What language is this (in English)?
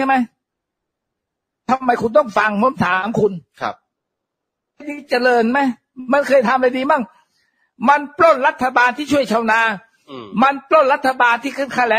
Thai